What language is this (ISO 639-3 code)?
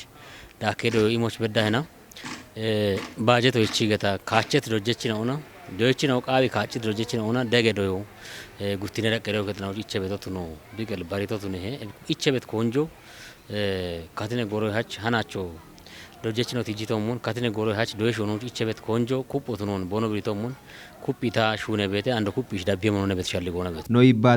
kbr